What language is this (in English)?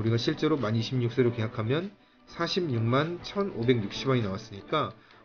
Korean